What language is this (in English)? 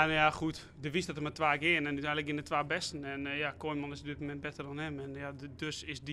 Western Frisian